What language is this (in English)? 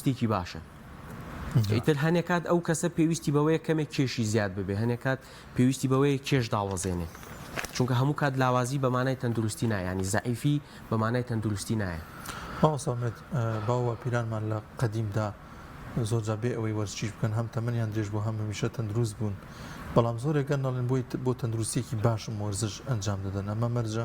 Central Kurdish